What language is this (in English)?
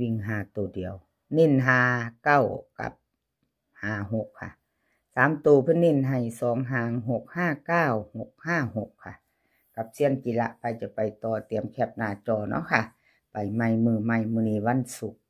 Northeastern Thai